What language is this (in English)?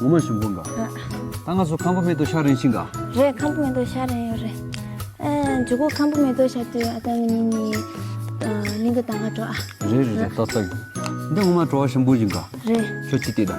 Tibetan